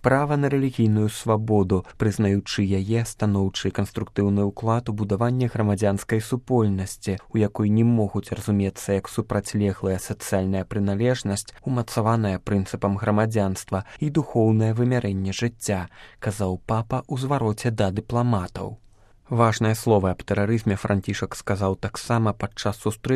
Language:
Belarusian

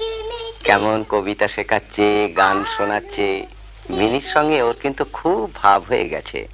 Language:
Bangla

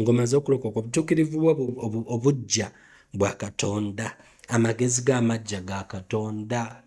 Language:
Ganda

